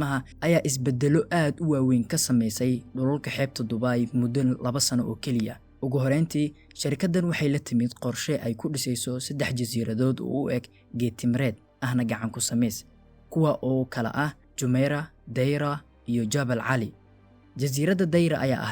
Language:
Somali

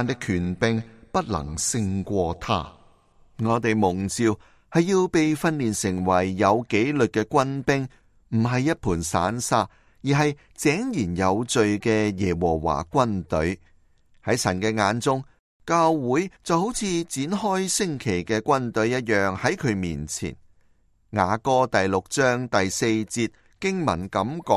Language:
Cantonese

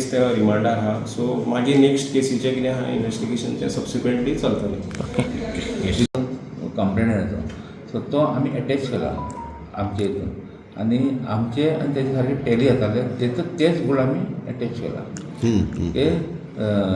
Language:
Konkani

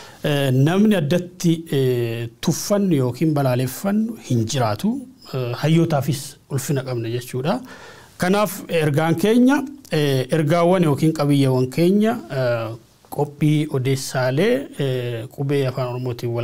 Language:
Oromo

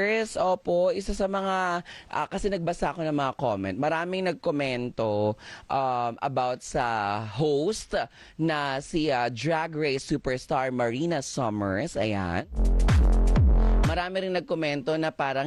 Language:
Filipino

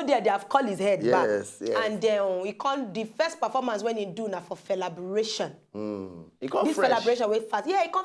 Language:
Nigerian Pidgin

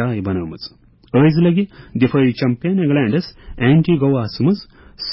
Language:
Kashmiri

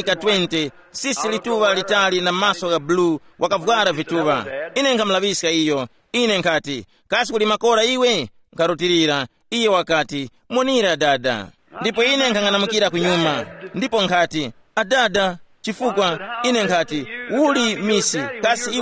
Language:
Tumbuka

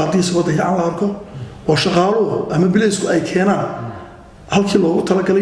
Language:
Somali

